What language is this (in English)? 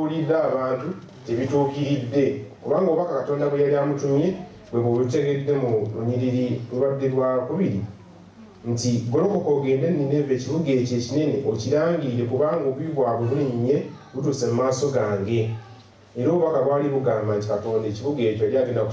Ganda